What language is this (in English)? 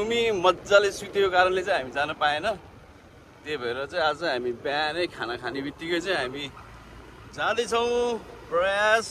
Nepali